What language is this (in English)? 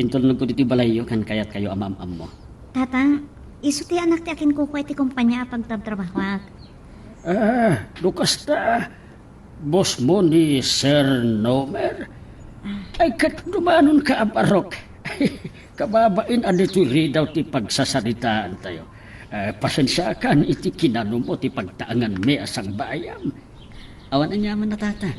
Iloko